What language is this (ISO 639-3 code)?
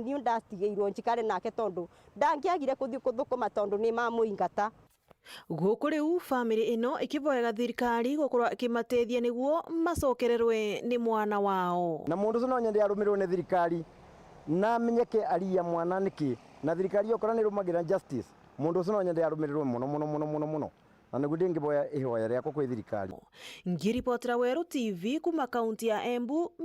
mer